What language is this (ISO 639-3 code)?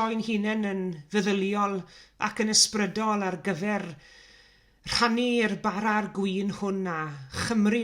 cym